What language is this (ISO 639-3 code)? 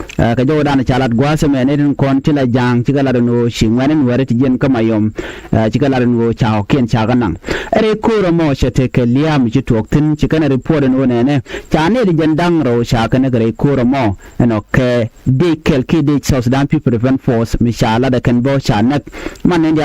nus